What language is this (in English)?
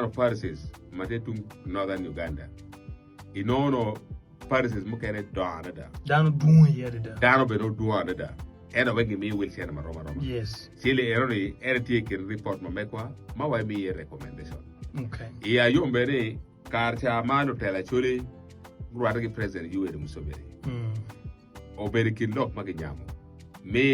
Acoli